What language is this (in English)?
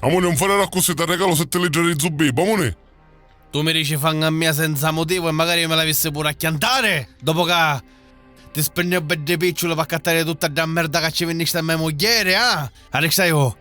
Sicilian